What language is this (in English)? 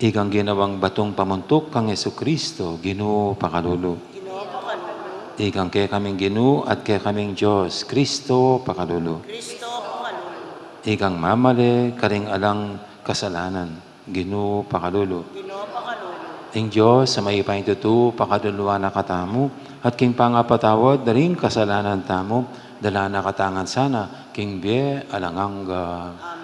Pampanga